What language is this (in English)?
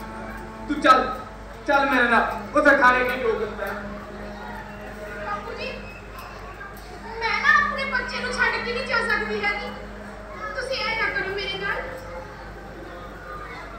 Punjabi